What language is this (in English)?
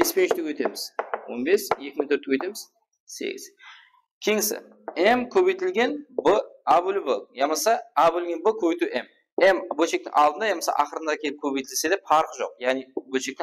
Kara-Kalpak